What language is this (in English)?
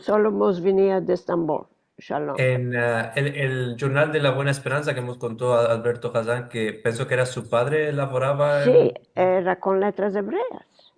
Ladino